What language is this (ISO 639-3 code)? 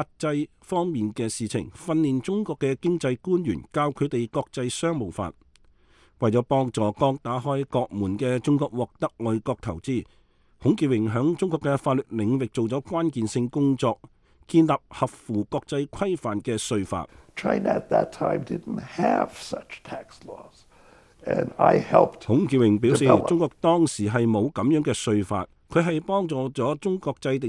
yue